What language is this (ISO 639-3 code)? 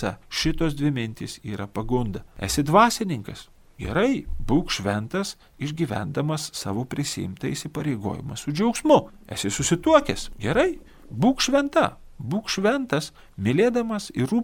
lit